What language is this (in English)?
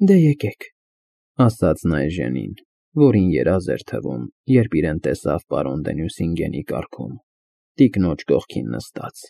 Armenian